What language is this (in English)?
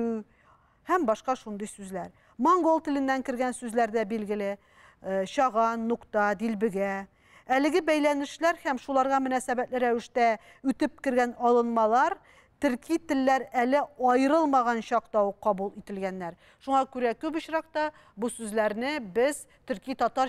Tatar